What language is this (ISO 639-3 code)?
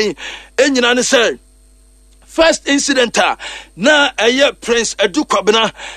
aka